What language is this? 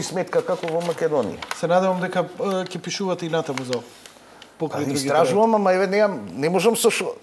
Macedonian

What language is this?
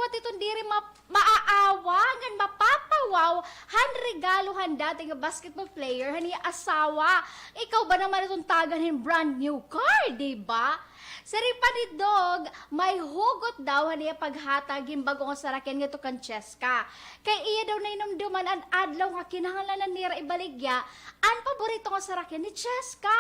Waray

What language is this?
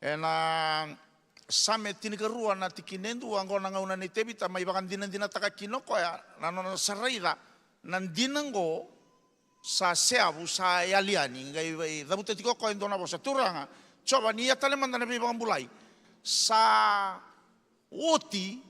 Fijian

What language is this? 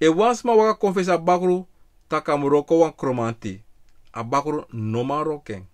Sranan Tongo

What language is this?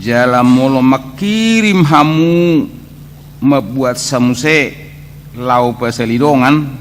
Batak Toba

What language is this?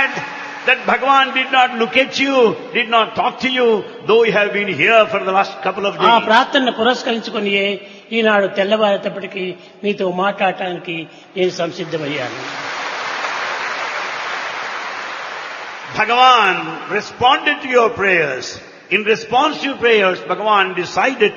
Telugu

